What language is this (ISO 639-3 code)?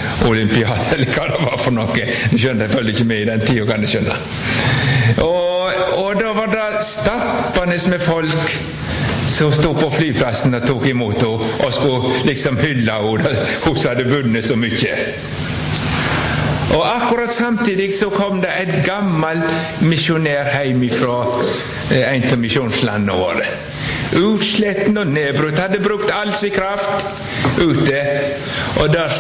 nor